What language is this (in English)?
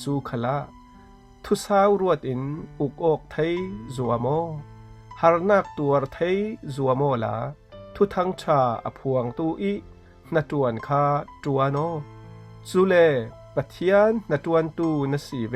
Falam Chin